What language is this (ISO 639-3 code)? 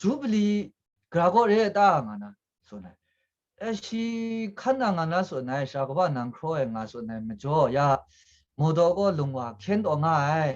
kac